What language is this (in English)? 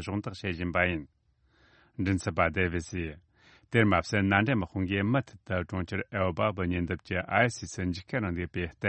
Tibetan